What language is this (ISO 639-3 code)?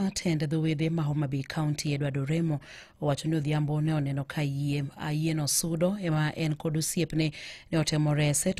luo